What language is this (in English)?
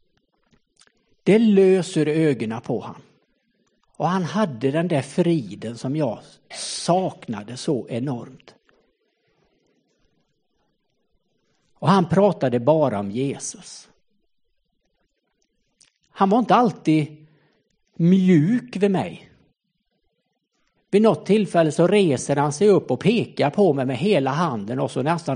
Swedish